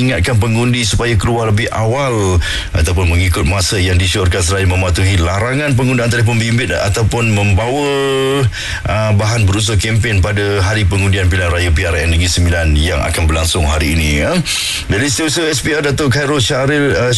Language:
Malay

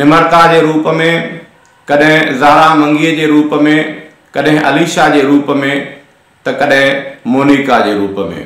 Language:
Sindhi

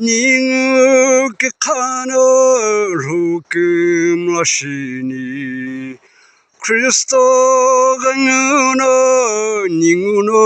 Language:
Sumi Naga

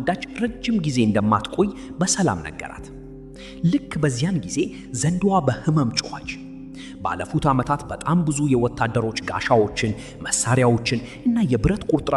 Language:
Amharic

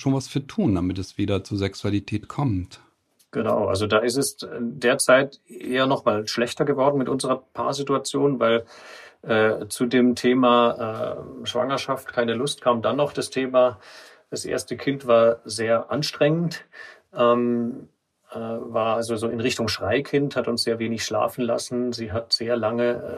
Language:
German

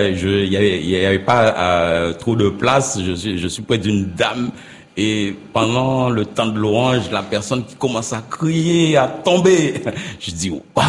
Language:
French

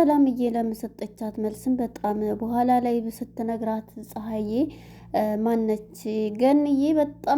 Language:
Amharic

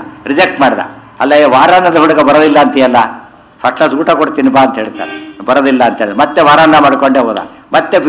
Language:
Kannada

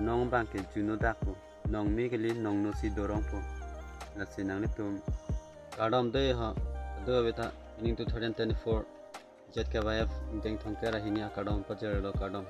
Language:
Karbi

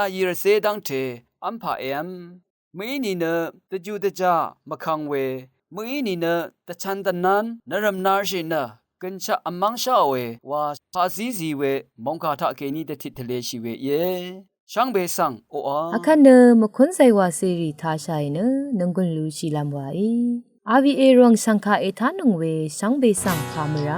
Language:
Rawang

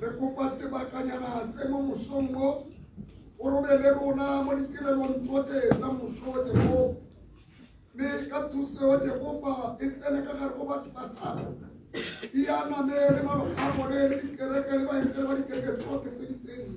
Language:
Tswana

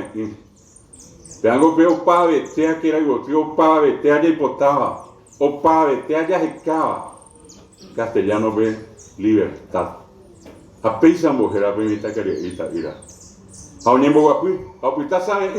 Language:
Guarani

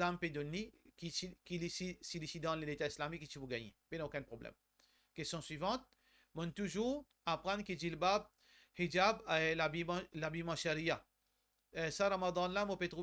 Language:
Morisyen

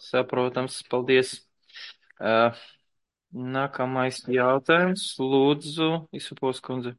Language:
Latvian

